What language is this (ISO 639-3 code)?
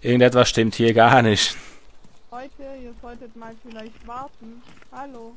gsw